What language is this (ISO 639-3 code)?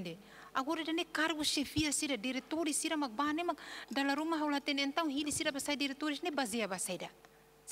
tet